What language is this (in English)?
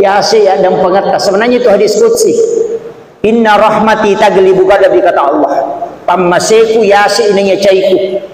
Buginese